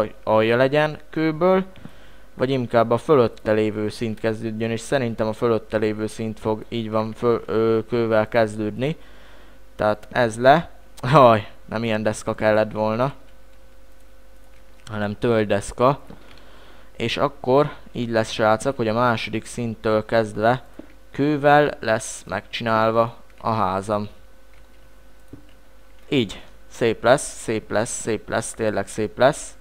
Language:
Hungarian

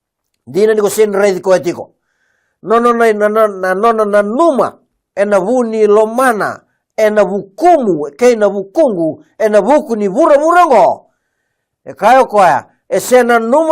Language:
Fijian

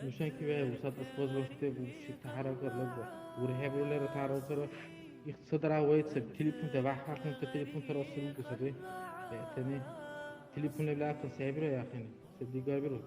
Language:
Dargwa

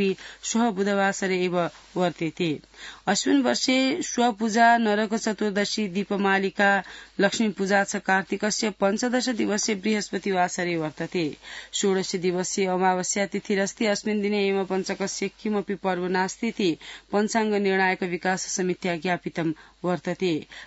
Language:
Sanskrit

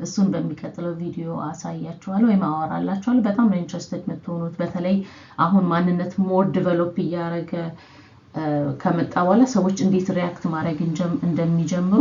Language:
Amharic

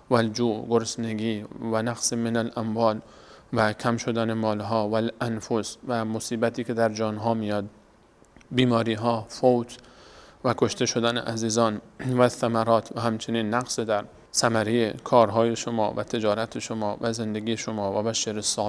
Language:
Persian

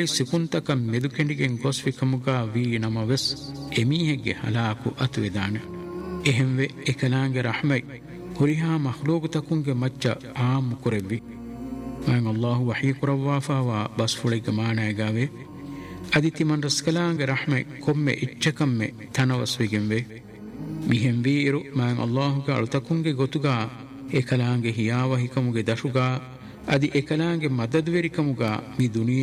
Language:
Divehi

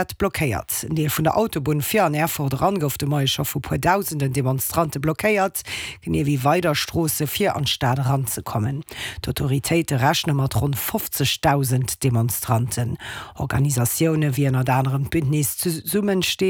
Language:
Luxembourgish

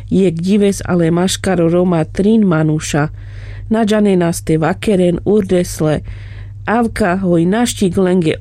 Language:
Carpathian Romani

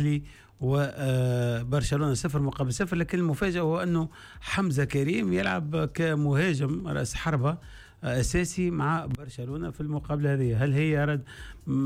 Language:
Tunisian Arabic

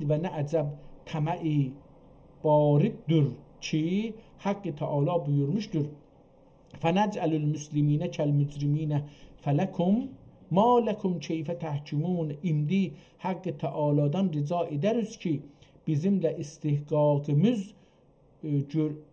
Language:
South Azerbaijani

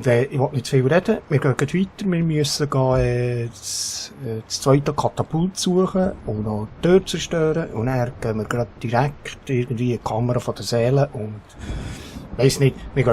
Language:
Swiss German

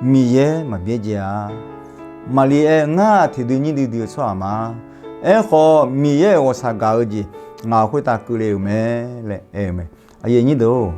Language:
Akha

